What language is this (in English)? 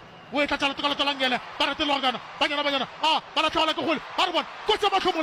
Northern Sotho